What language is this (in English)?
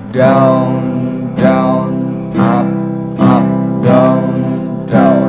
Indonesian